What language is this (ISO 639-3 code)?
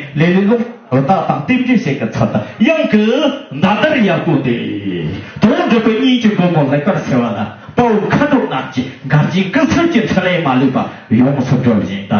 bod